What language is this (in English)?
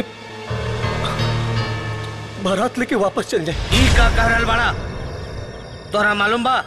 Bhojpuri